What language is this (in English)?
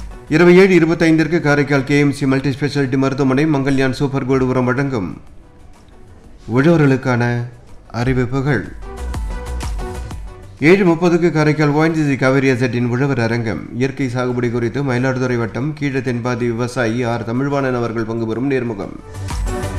Tamil